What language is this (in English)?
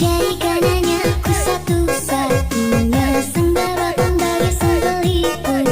Ambonese Malay